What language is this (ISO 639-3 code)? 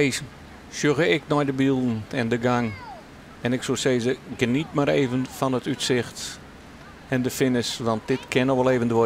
fry